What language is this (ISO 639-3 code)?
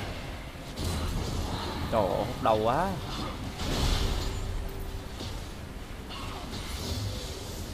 vie